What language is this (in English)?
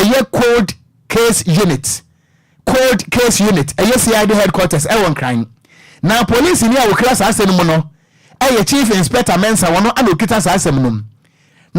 Akan